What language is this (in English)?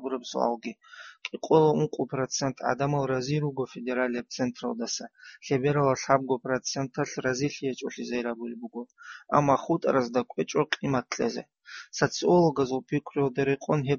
Avaric